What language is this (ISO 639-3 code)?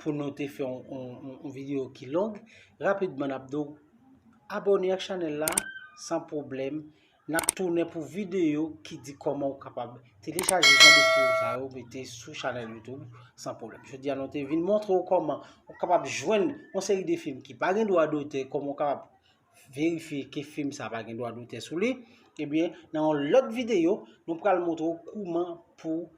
hat